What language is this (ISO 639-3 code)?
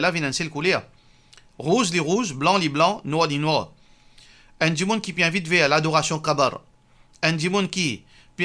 mfe